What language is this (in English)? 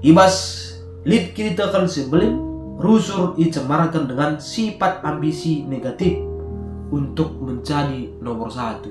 Batak Karo